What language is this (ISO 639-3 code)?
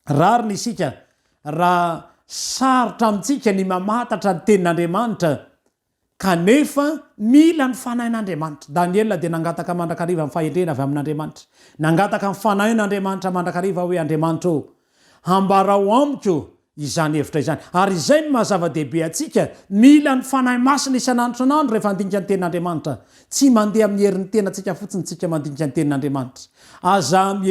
mlg